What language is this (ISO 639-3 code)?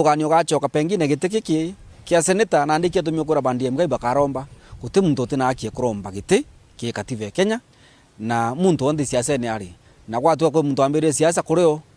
mer